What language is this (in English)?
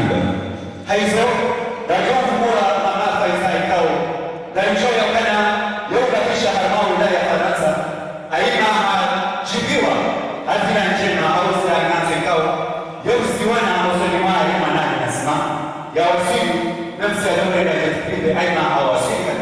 Swahili